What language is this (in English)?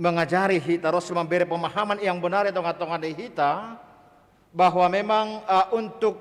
Batak Simalungun